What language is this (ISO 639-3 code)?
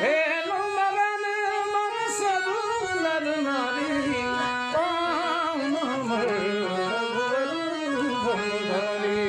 mai